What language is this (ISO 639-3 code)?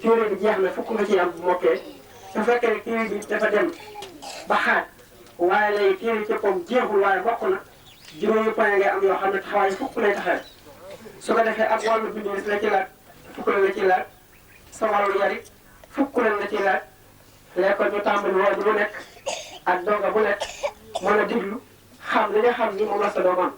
wol